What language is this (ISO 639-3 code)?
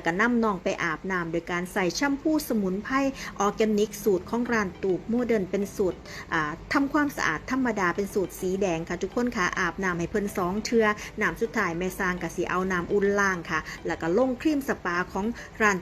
tts